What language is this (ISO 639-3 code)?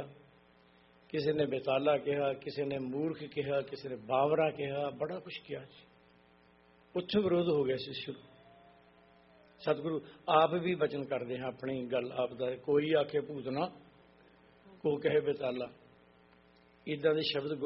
pan